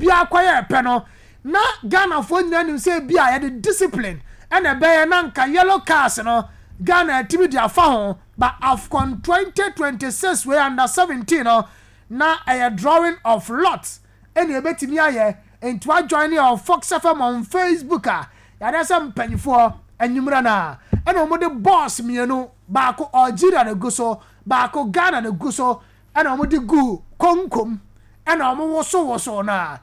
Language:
Akan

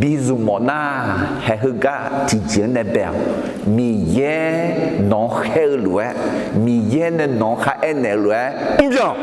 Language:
Akha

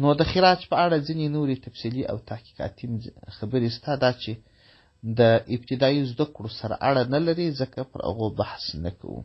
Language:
Pashto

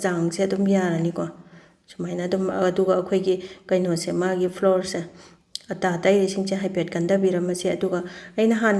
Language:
Manipuri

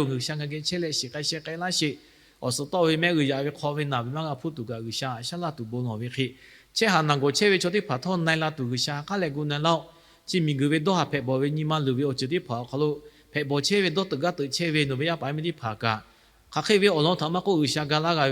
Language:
Lahu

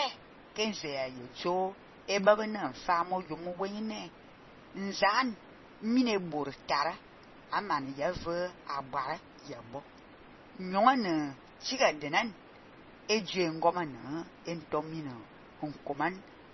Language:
Fang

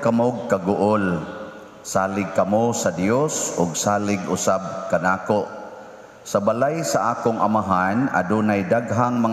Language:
Cebuano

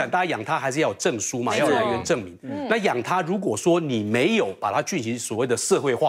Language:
Chinese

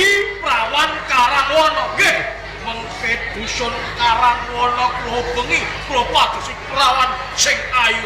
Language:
Javanese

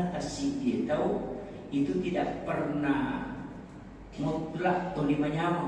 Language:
Buginese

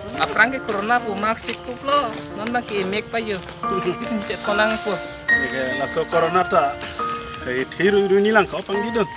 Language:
Karbi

